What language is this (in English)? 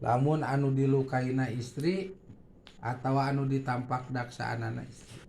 Sundanese